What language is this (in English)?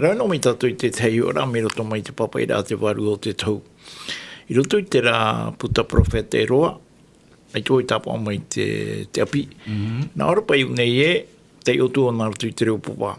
Tahitian